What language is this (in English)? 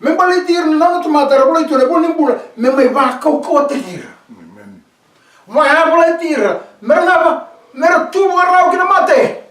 Fijian